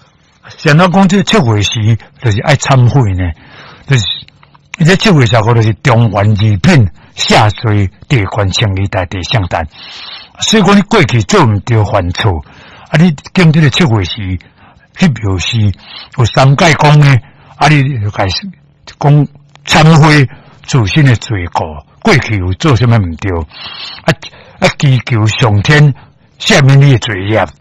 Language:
Min Nan Chinese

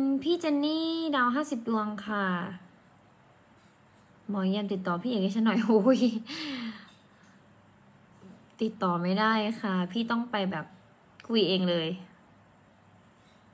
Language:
Thai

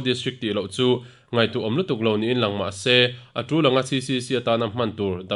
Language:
Mizo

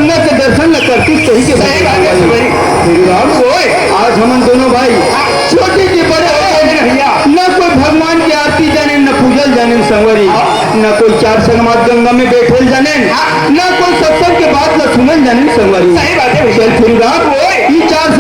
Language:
Chhattisgarhi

